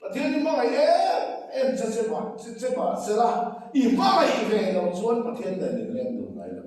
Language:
Mizo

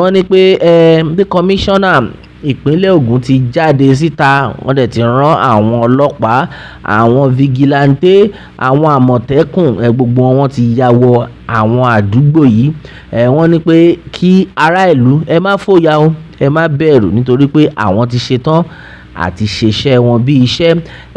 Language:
Yoruba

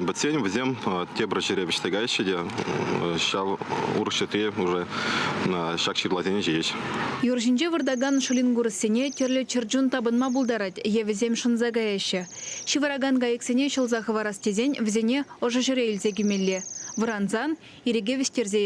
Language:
Chuvash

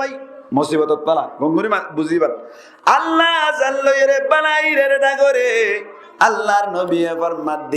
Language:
Rohingya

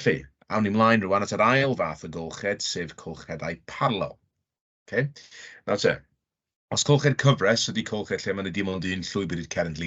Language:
Welsh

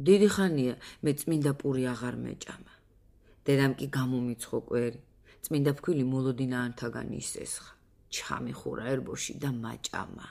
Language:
Georgian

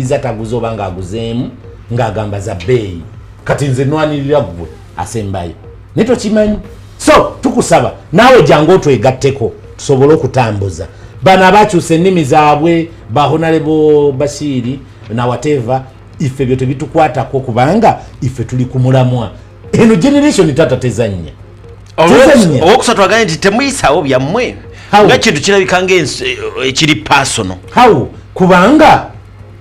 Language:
Ganda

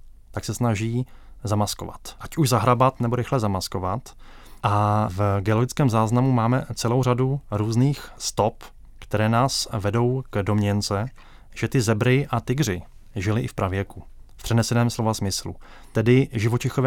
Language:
Czech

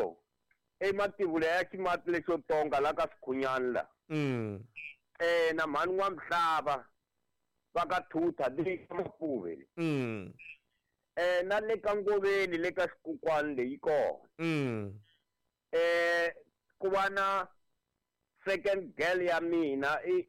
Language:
Tsonga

